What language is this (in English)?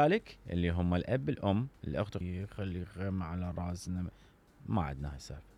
Mesopotamian Arabic